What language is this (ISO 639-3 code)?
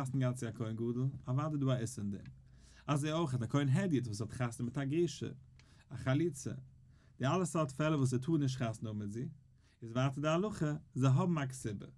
yid